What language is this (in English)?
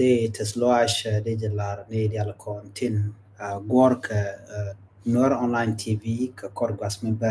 Nuer